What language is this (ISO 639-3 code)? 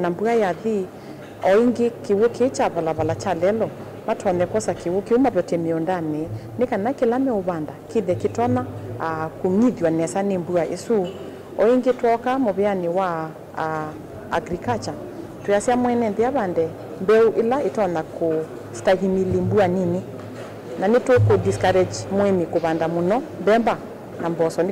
kam